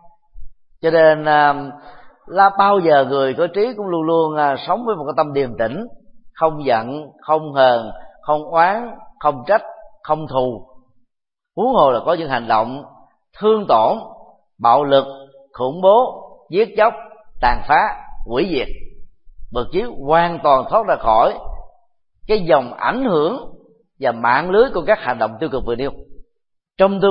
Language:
Vietnamese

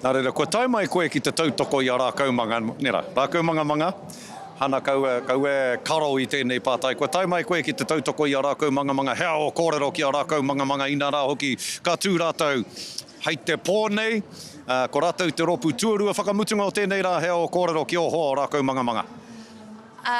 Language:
Māori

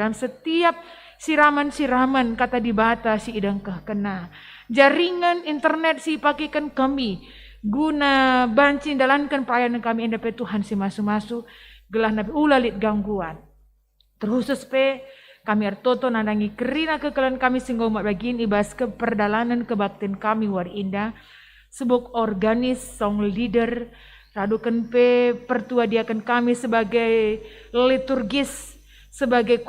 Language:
Batak Karo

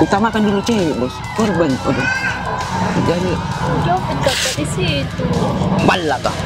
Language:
Makassar Malay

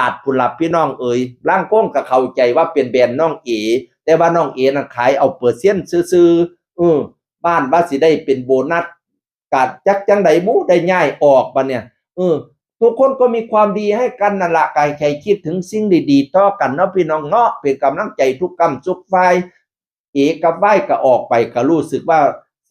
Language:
Northeastern Thai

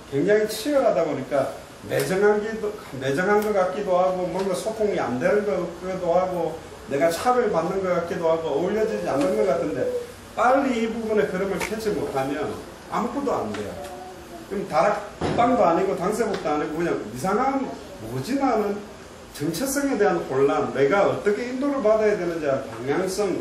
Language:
Korean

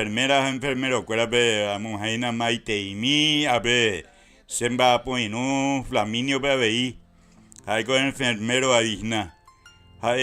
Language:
Guarani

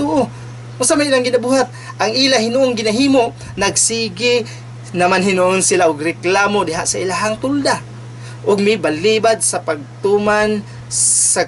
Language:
Cebuano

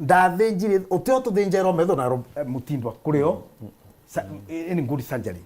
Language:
Meru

